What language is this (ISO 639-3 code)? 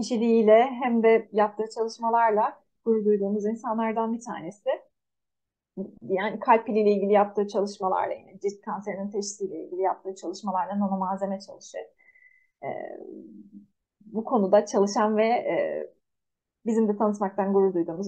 tur